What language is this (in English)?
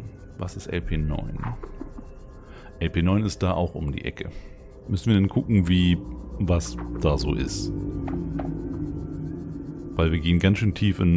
German